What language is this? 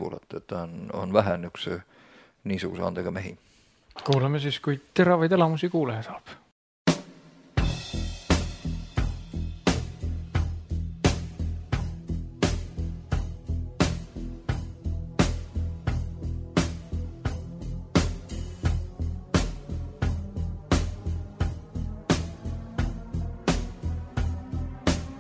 Estonian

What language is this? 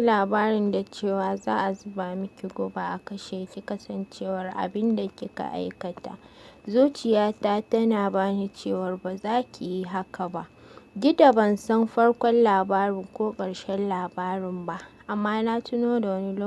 Hausa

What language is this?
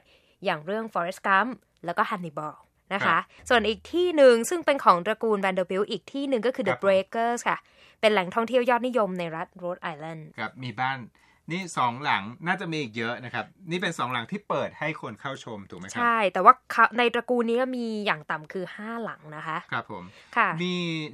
Thai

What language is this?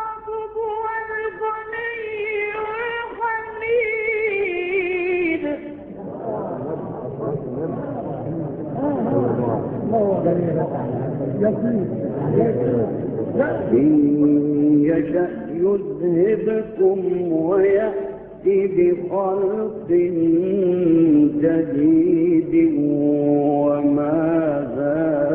Arabic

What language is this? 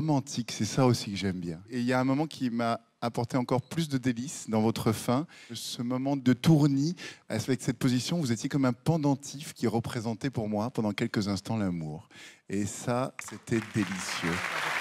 French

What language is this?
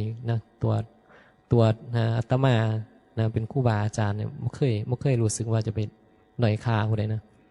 Northeastern Thai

